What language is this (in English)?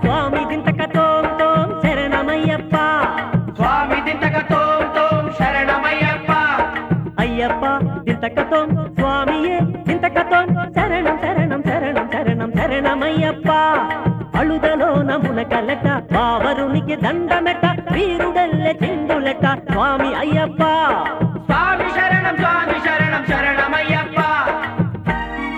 Telugu